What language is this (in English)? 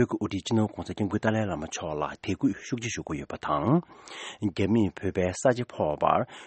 Tibetan